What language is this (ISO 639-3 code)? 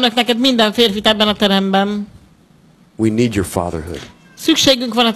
hun